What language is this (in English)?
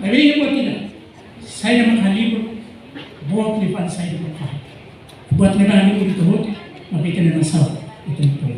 Tetum